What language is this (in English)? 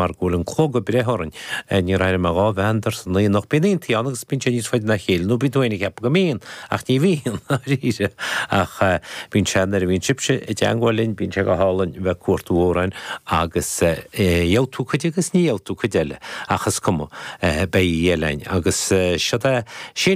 Irish